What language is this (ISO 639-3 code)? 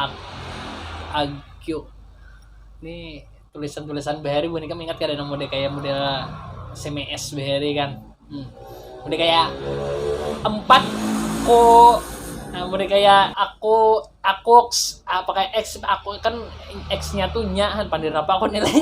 bjn